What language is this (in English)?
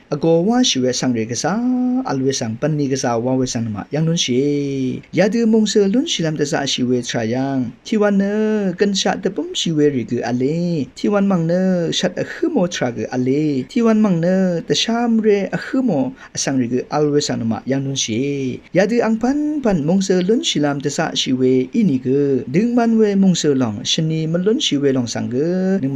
Rawang